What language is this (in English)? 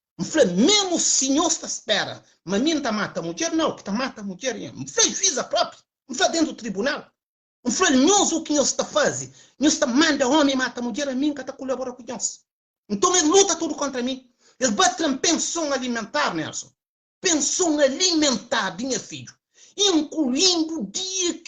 Kabuverdianu